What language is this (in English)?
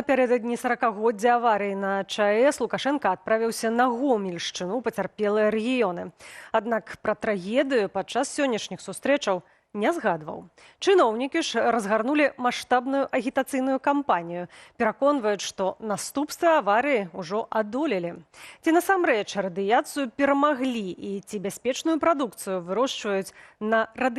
Belarusian